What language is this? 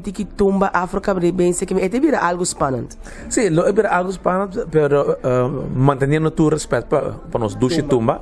Papiamento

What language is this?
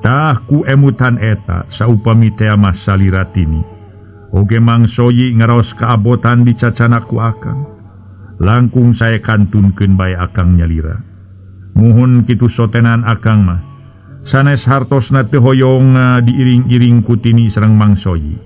Sundanese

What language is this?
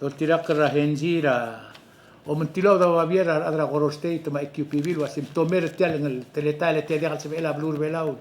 Palauan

